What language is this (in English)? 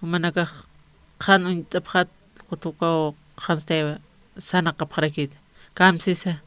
Aymara